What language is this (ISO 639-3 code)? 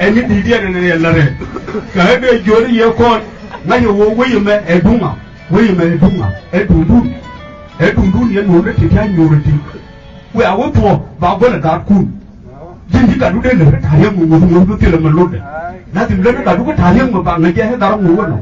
nus